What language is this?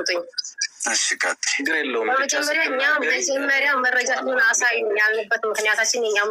Amharic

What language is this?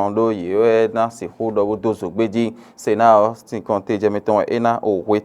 Fon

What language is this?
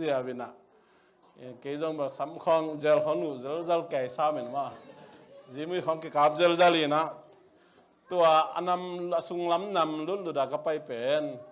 Tedim Chin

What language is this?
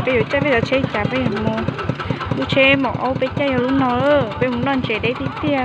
Hmong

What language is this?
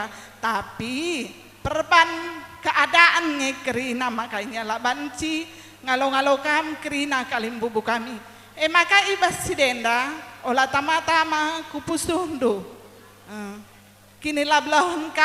Batak Karo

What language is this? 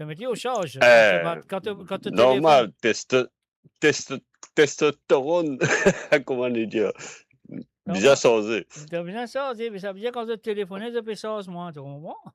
Morisyen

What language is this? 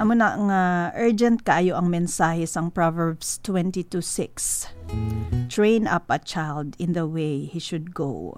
Hiligaynon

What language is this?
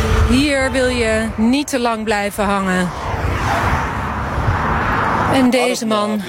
Dutch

